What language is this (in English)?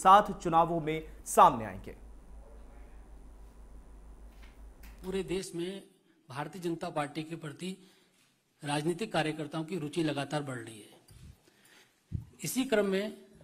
Hindi